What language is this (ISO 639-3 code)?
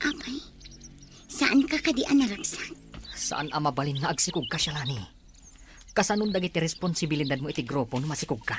ilo